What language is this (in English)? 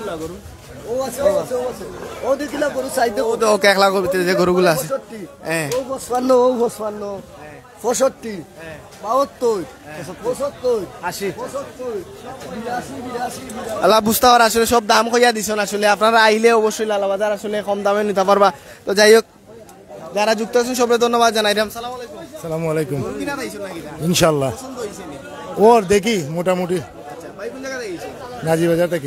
Sylheti